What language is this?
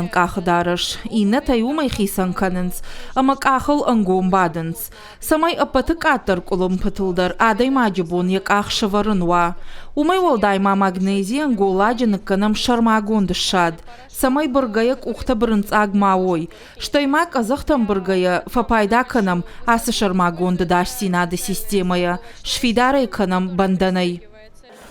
Ossetic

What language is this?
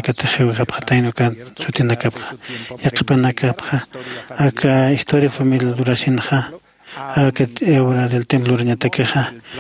Aymara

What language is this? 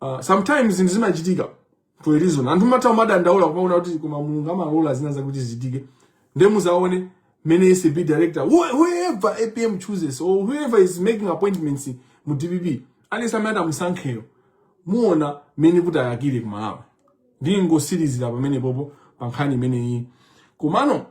Nyanja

